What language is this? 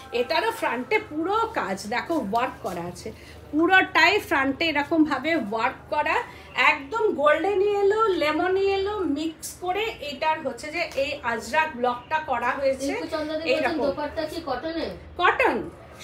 Bangla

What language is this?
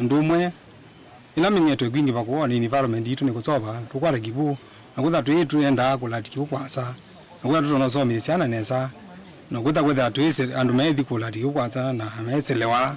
Kamba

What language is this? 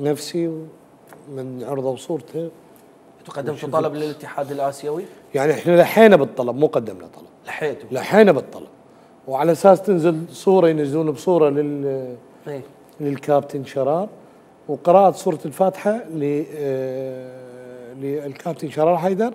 Mesopotamian Arabic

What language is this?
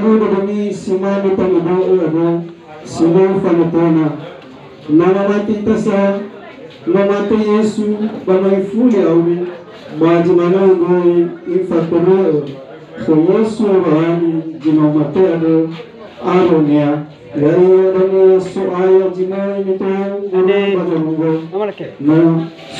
Nias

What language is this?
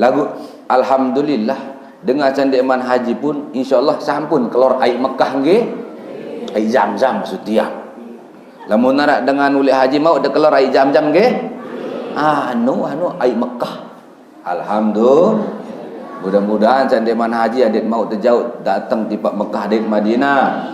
Sasak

